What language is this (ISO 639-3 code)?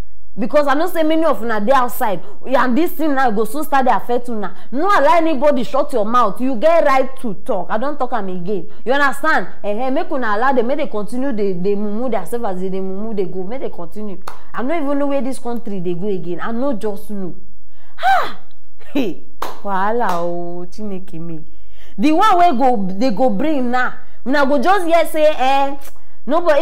pcm